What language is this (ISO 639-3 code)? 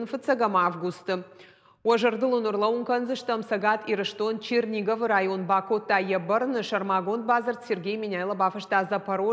oss